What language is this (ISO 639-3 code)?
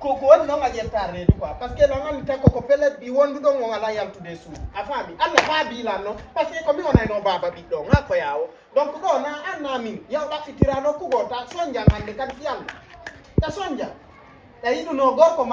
ful